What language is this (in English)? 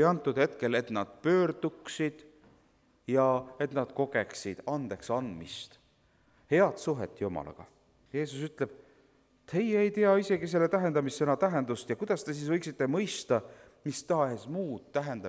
Estonian